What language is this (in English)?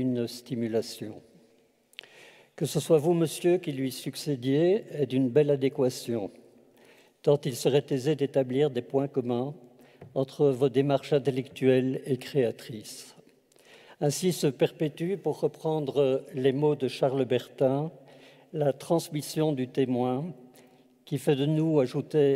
French